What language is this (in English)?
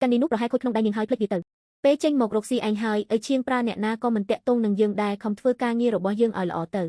Khmer